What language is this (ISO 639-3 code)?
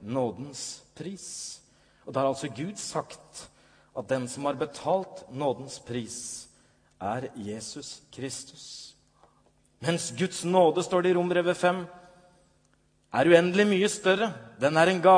nor